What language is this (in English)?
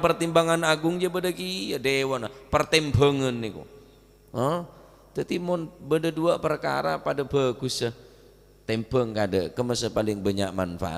Madurese